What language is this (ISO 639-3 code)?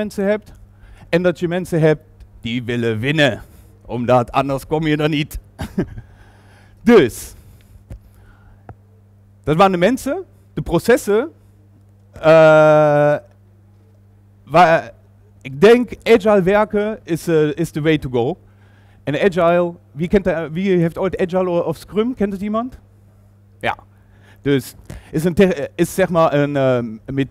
nld